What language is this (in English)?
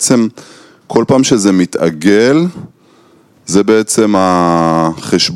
Hebrew